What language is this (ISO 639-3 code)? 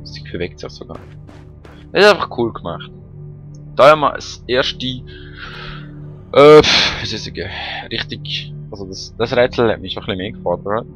gsw